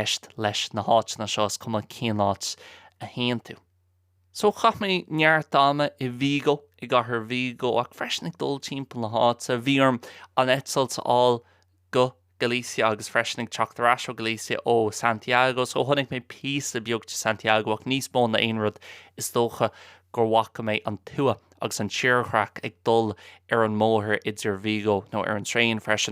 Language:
Irish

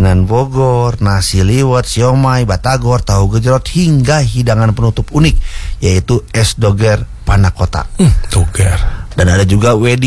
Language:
Indonesian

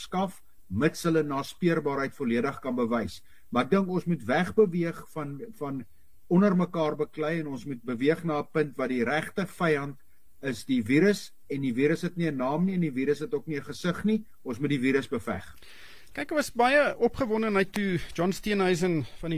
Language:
Afrikaans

